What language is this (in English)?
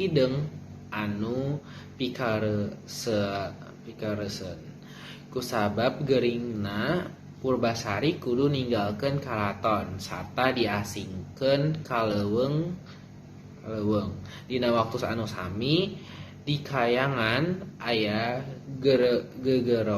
Sundanese